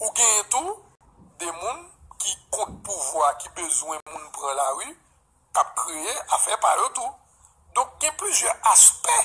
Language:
Haitian Creole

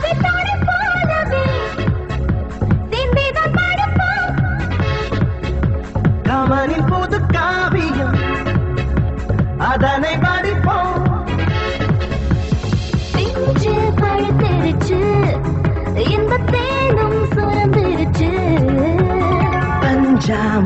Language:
Tamil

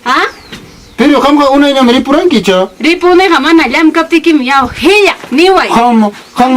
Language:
Ayacucho Quechua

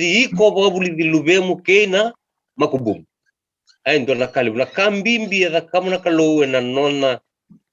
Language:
Fijian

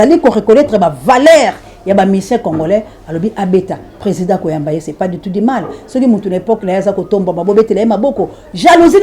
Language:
Lingala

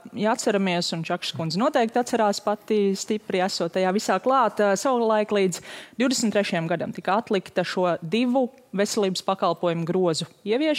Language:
Latvian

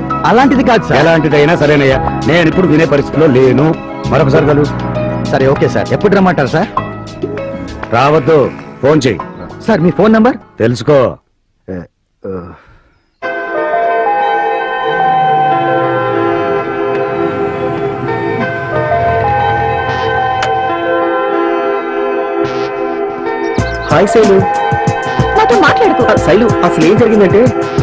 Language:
Telugu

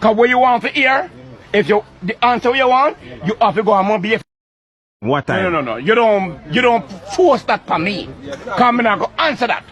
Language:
Jamaican Creole English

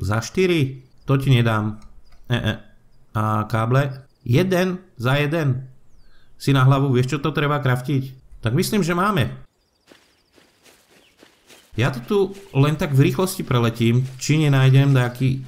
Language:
Slovak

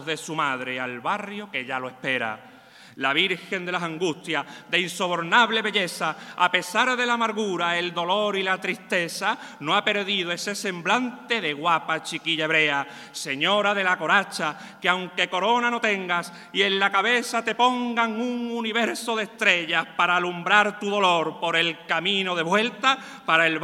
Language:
Spanish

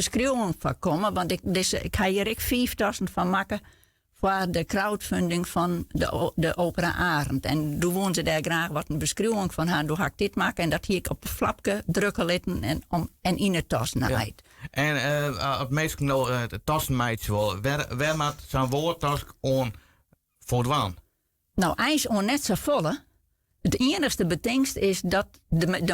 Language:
Western Frisian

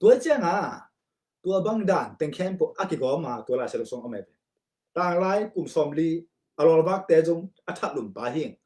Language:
Tedim Chin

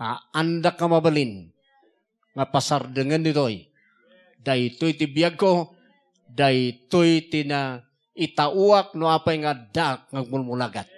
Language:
Iloko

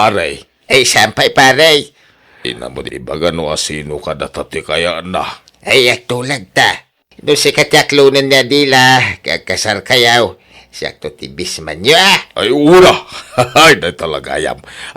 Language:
Iloko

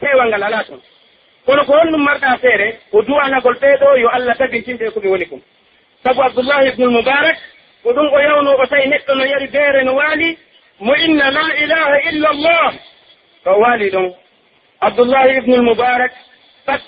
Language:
Pular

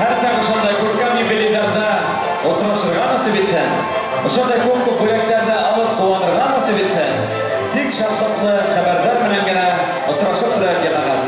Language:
Bashkir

